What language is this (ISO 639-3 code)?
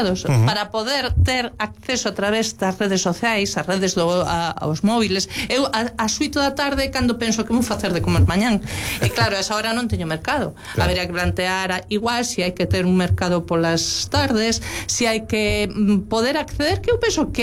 glg